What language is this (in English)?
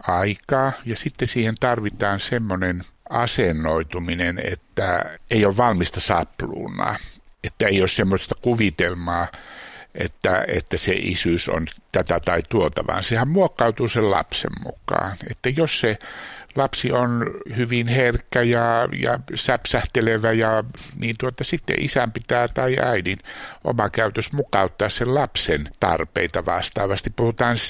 Finnish